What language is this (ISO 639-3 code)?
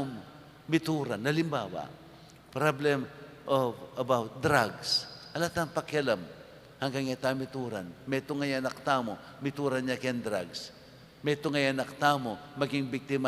pam